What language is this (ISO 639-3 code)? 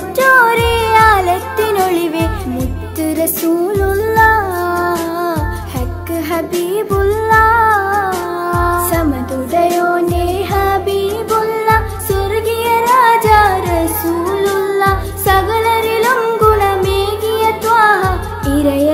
mal